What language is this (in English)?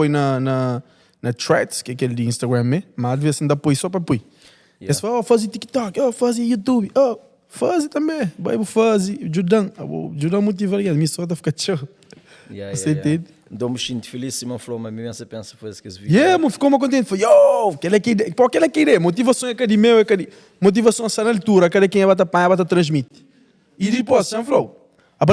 Kabuverdianu